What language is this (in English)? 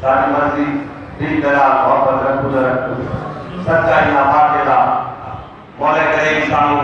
Saraiki